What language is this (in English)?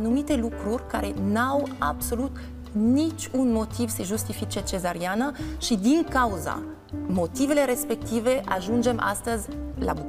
Romanian